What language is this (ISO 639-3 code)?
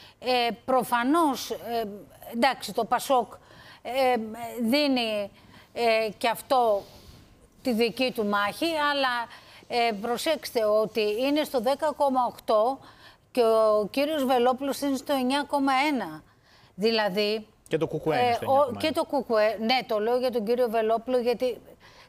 ell